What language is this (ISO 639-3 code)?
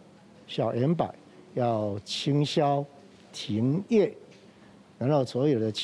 nan